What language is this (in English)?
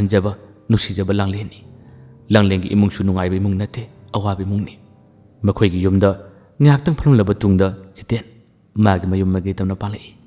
Manipuri